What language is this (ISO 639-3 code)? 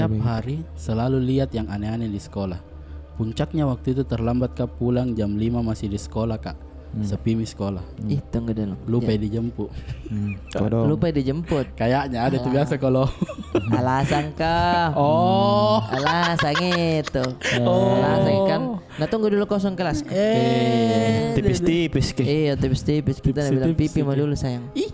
mfp